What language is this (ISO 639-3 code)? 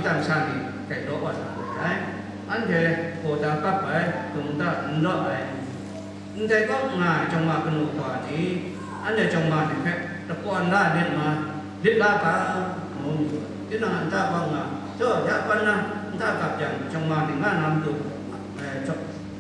kac